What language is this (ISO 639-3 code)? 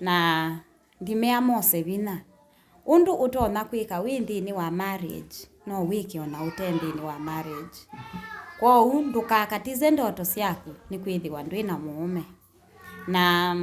kam